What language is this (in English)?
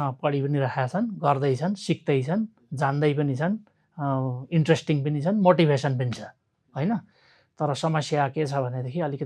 Nepali